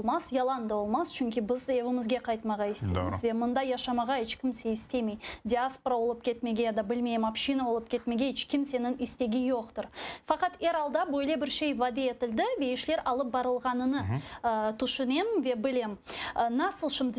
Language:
Crimean Tatar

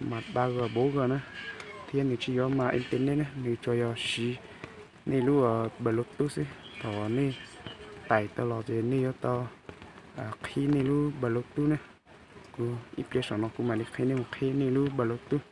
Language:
Hmong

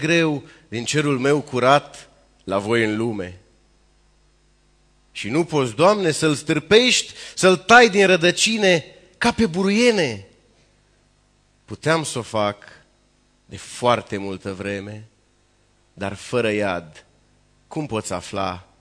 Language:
Romanian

